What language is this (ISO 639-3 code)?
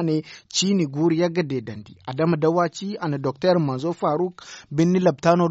dje